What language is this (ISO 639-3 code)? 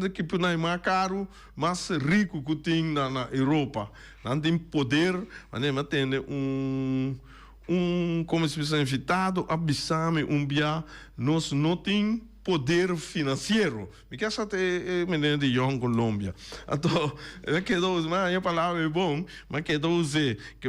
pap